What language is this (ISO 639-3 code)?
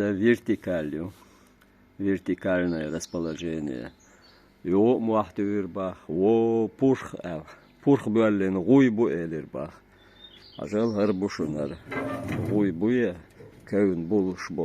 che